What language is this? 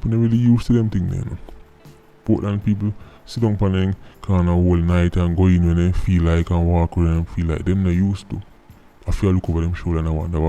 Jamaican Creole English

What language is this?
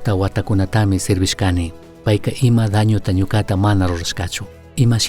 Chimborazo Highland Quichua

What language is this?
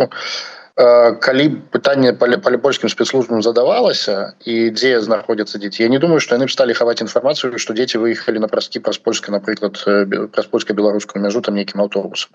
Belarusian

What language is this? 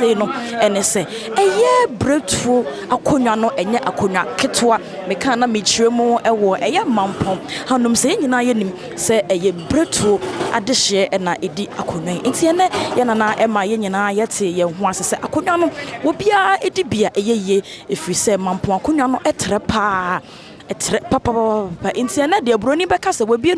Akan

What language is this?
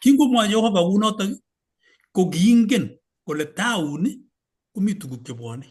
Kalenjin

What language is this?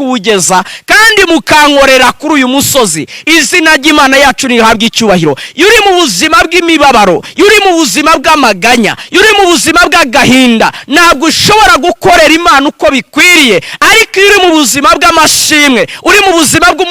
Kinyarwanda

